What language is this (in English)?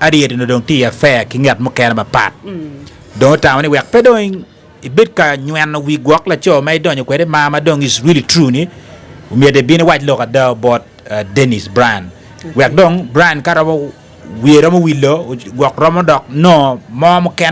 Acoli